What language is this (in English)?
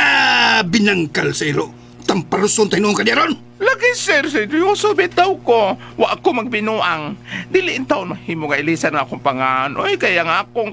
Cebuano